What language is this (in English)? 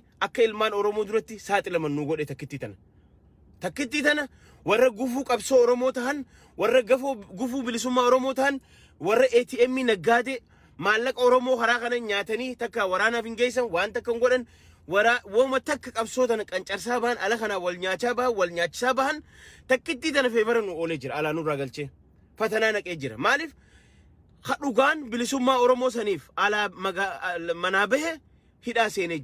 Oromo